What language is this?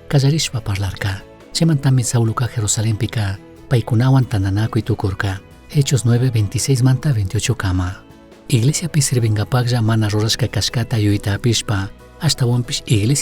Chimborazo Highland Quichua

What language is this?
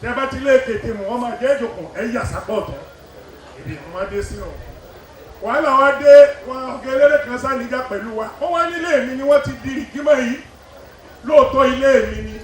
Yoruba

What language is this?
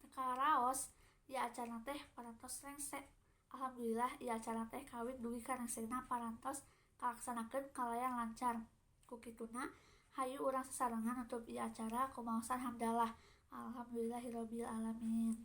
Sundanese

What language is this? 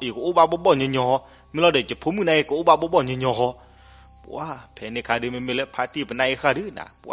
S'gaw Karen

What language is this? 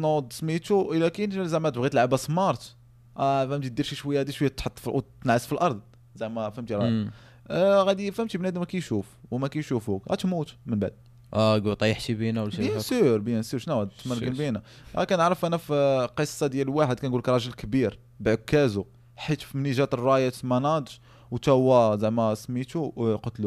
Moroccan Arabic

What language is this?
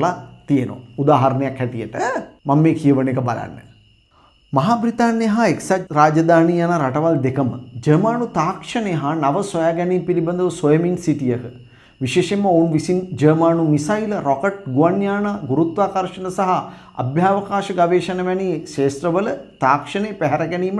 Sinhala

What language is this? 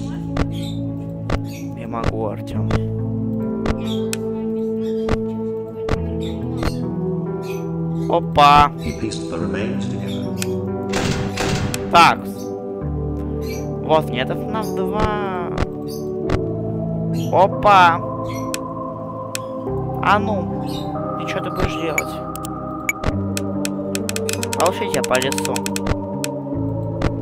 Russian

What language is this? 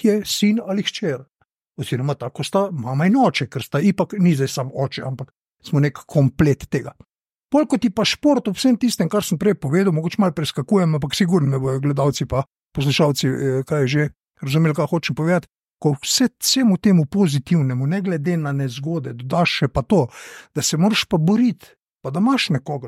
Slovenian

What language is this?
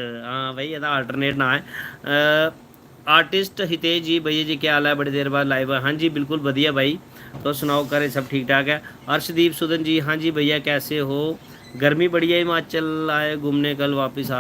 Dogri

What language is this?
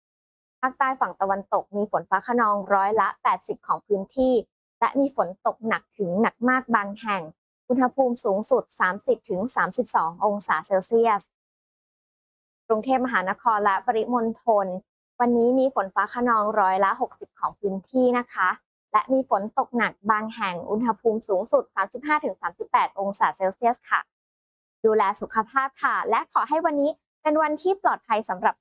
Thai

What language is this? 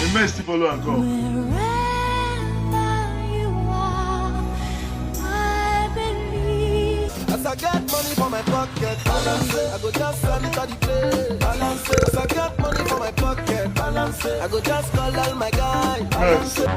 Nigerian Pidgin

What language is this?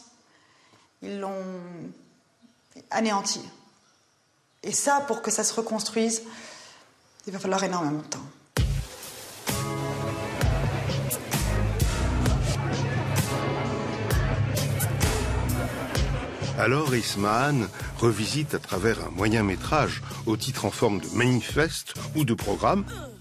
French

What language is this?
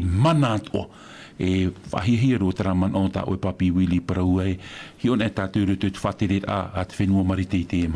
Tahitian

